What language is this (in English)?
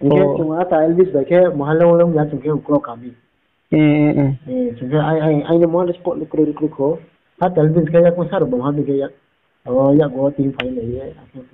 Riang (India)